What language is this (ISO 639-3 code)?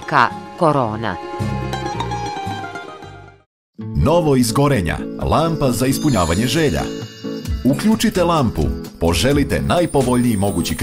srp